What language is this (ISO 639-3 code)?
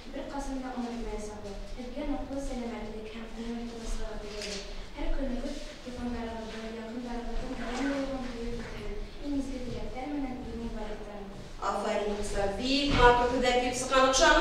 bak